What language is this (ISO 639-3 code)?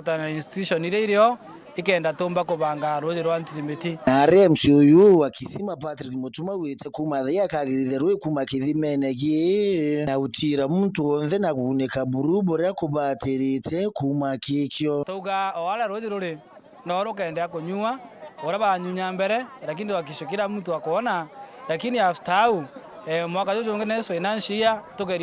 mer